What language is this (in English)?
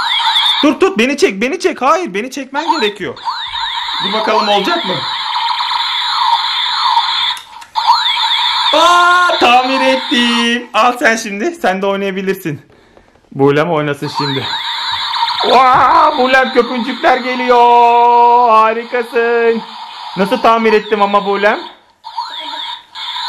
Turkish